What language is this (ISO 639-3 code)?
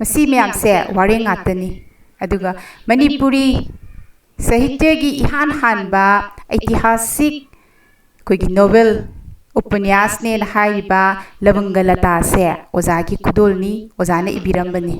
mni